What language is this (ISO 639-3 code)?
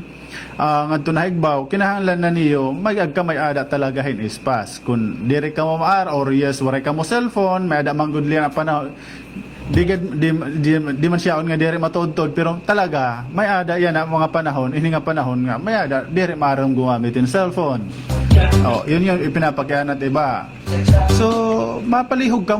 war